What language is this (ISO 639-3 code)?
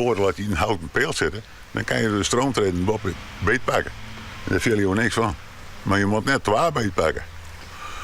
fry